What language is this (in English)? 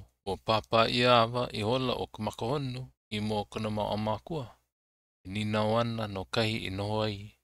Hawaiian